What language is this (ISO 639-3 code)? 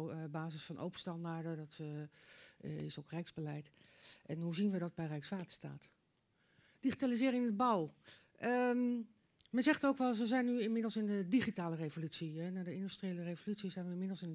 nld